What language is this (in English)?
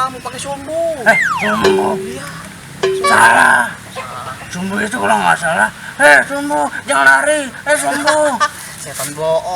Betawi